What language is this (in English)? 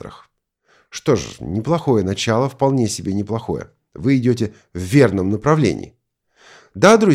Russian